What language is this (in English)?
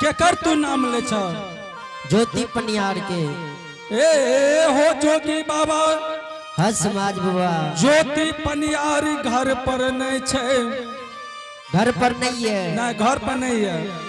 Angika